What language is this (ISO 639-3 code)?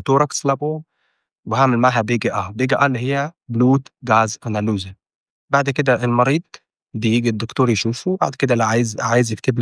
arz